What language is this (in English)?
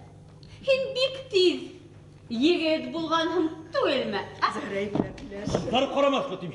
Bashkir